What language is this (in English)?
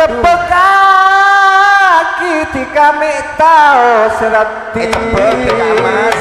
Madurese